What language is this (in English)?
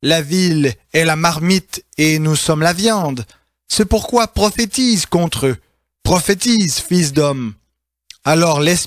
French